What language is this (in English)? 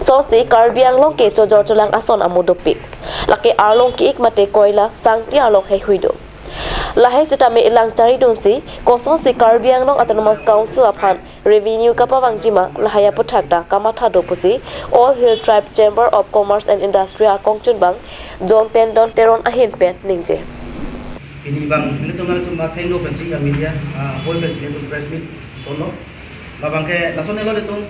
Karbi